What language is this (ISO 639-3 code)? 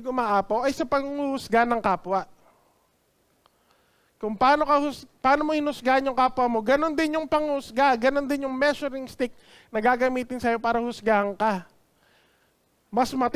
fil